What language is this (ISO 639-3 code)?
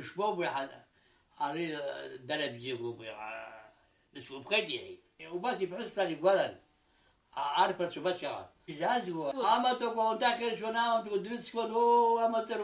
abk